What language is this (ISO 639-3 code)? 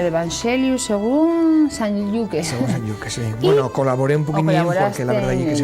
ast